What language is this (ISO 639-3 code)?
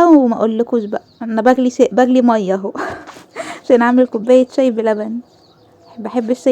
arz